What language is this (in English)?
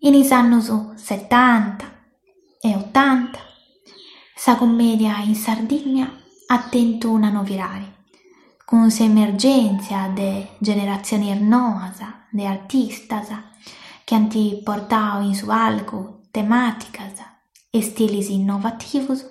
Sardinian